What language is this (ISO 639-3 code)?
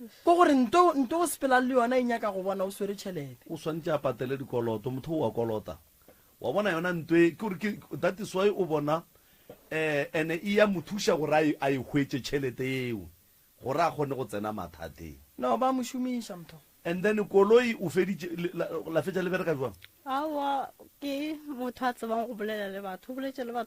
nso